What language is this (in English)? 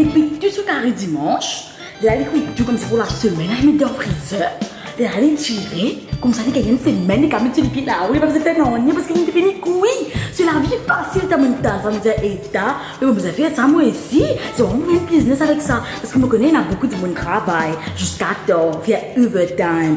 Morisyen